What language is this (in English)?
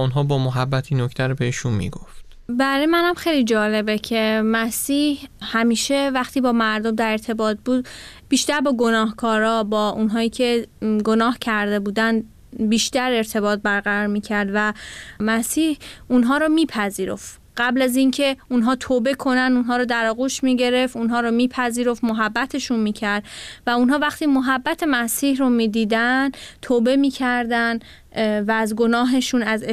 Persian